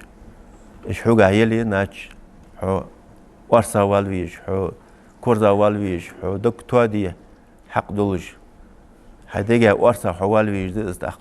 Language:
Ingush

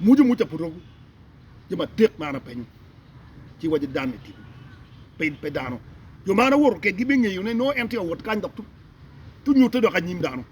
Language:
Acoli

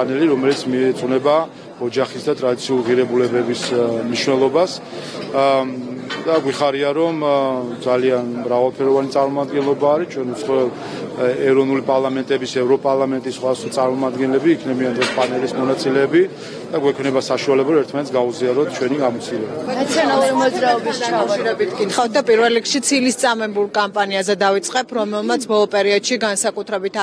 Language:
Georgian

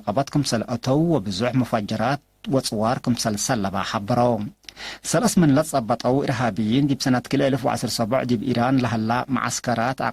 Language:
Tigre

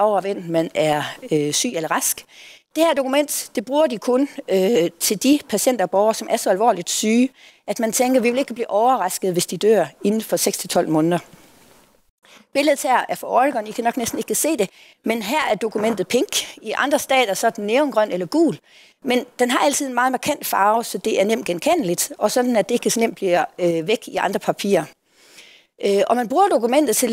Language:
Danish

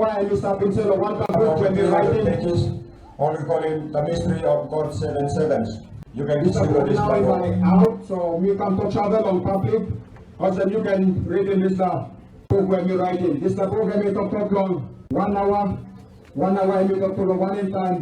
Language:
Tok Pisin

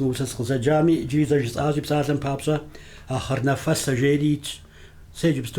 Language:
Kabardian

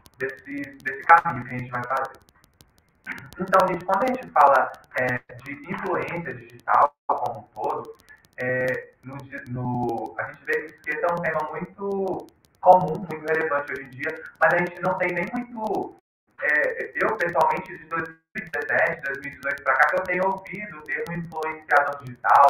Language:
Portuguese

